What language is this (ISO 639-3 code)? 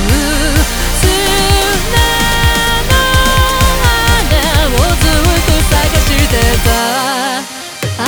jpn